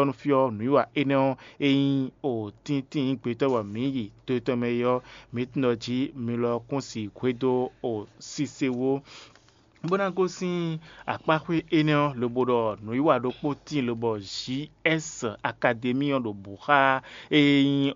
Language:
Fon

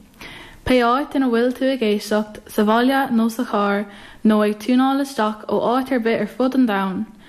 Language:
Irish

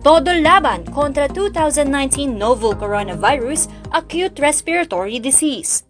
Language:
Hiligaynon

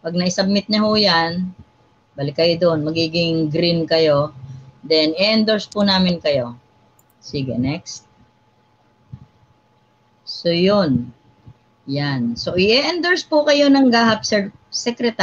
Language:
Filipino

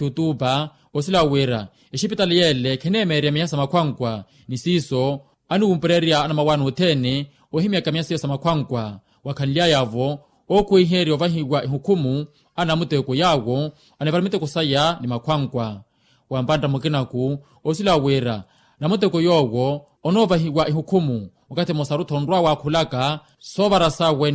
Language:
Makhuwa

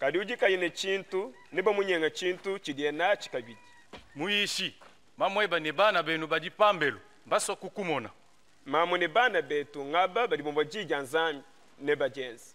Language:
Luba-Lulua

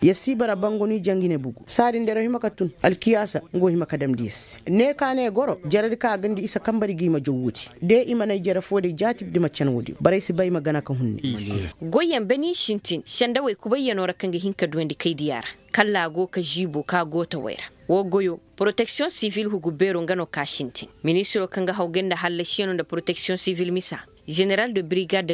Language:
Koyraboro Senni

